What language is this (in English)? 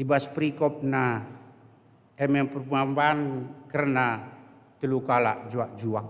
Batak Karo